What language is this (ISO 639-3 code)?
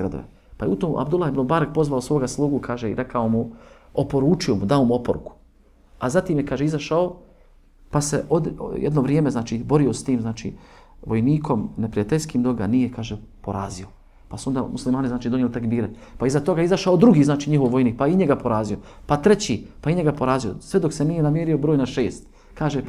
bos